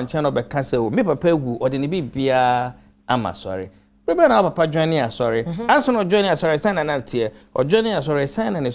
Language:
Akan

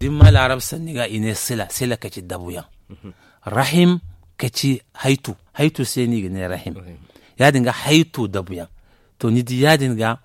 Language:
Zarma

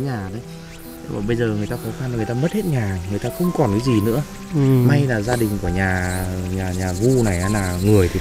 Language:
Vietnamese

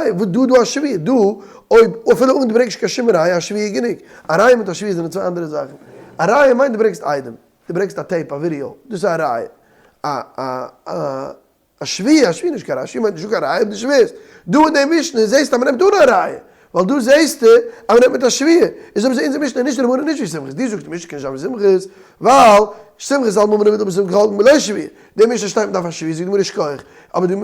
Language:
Yiddish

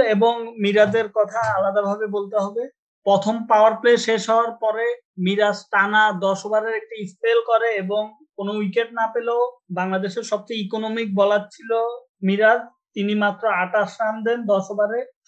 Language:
Bangla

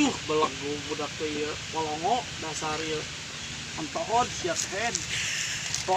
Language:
Sundanese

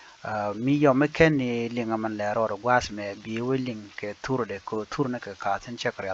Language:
Nuer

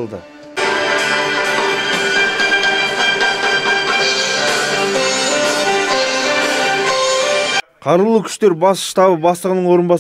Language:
Kazakh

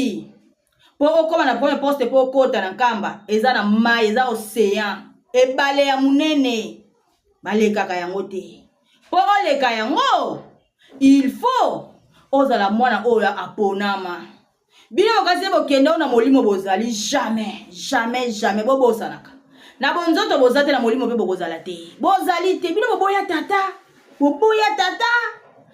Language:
Lingala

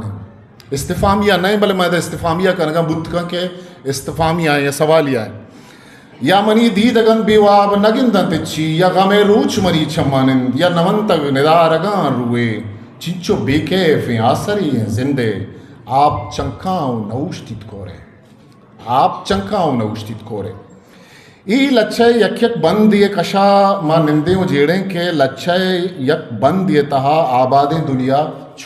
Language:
Eastern Balochi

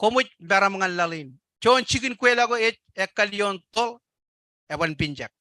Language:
Marshallese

